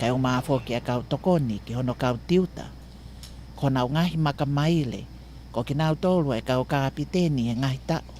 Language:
Tongan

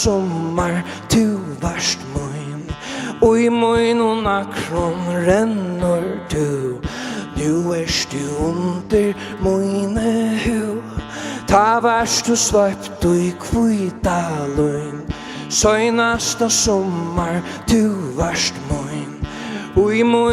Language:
Faroese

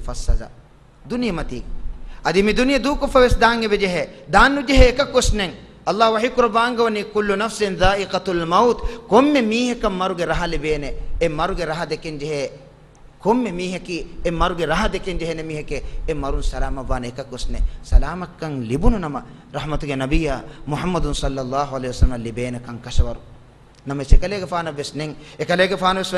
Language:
Divehi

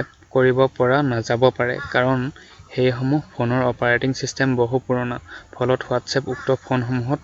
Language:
Assamese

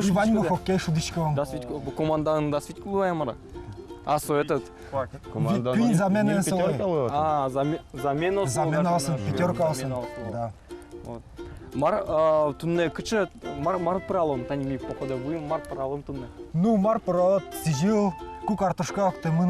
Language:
Udmurt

